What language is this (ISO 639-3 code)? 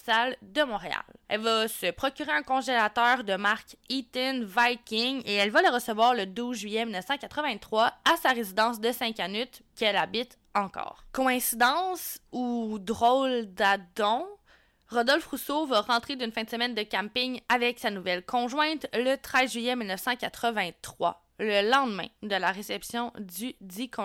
fra